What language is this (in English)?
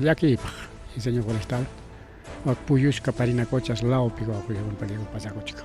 Ayacucho Quechua